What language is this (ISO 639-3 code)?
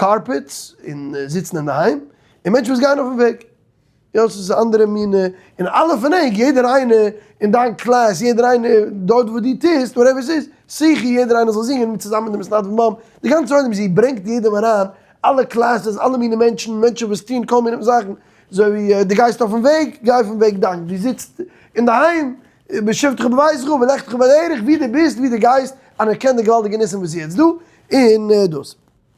yid